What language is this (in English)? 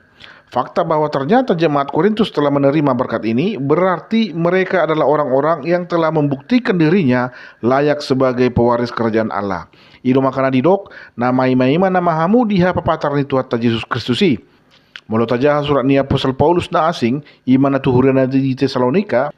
Batak Toba